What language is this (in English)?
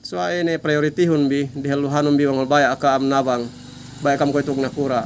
Yakan